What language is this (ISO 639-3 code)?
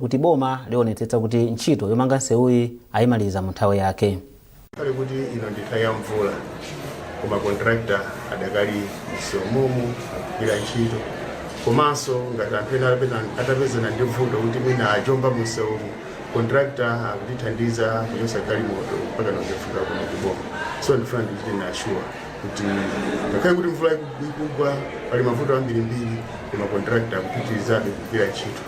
nya